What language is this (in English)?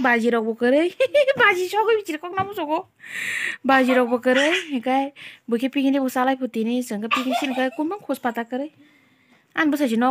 Kok Borok